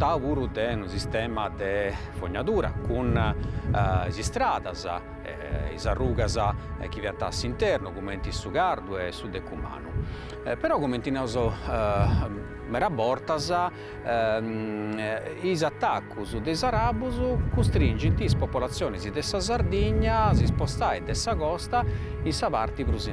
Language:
Sardinian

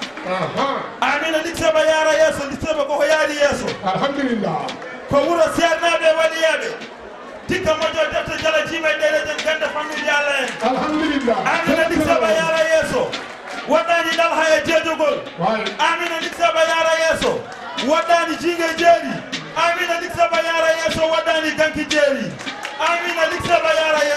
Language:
Fula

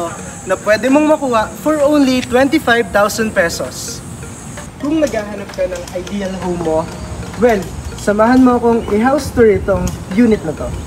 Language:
Filipino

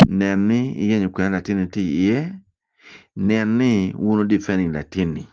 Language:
Acoli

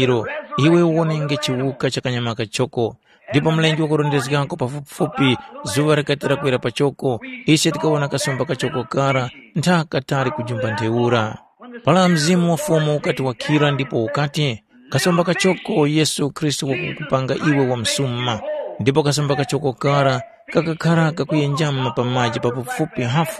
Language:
Tumbuka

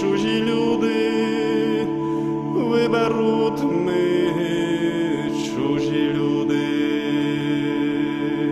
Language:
Ukrainian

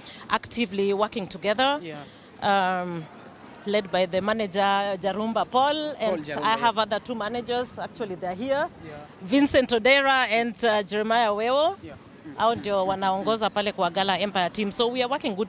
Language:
Luo (Kenya and Tanzania)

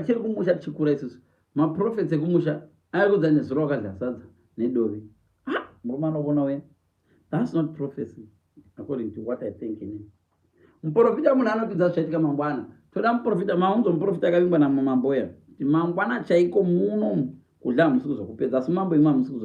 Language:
Shona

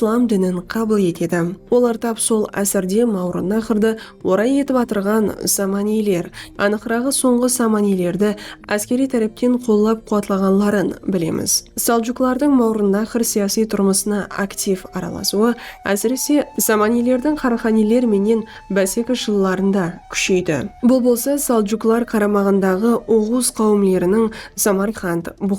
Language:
Kara-Kalpak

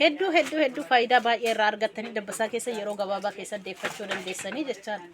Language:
Oromo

